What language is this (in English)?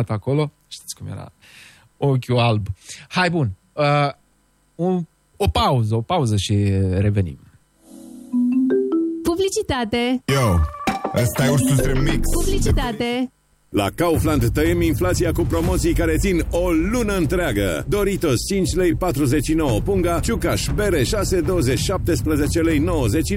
Romanian